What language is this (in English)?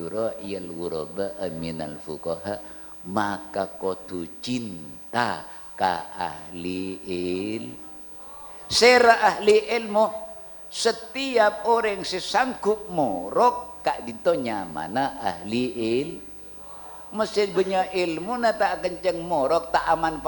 Madurese